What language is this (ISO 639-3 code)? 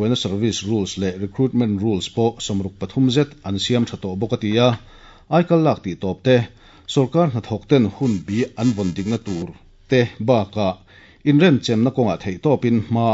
lus